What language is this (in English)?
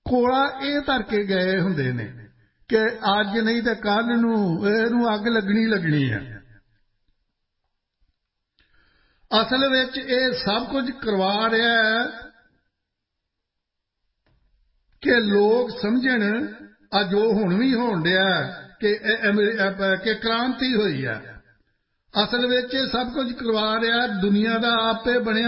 Punjabi